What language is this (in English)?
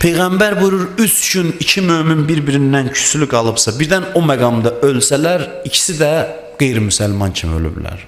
Azerbaijani